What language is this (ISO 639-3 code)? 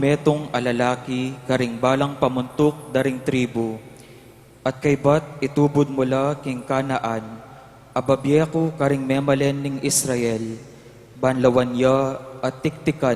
pam